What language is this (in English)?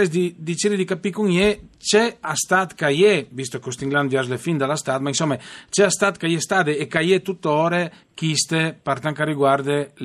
Friulian